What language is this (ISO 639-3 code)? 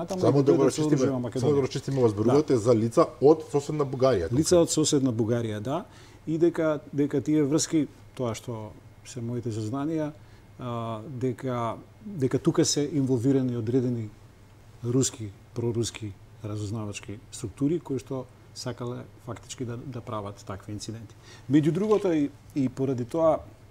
mkd